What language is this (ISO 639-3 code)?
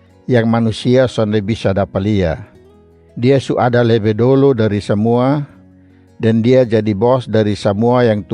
mkn